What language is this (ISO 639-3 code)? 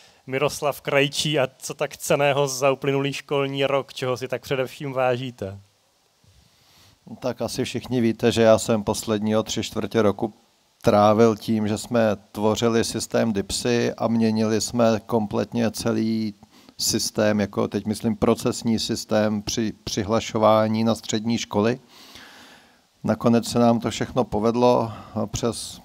ces